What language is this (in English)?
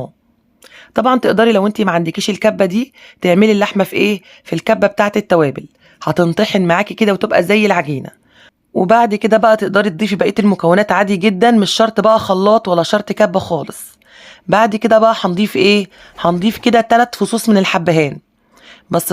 Egyptian Arabic